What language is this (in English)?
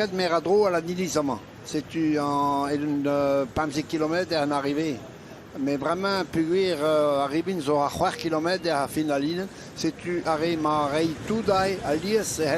Breton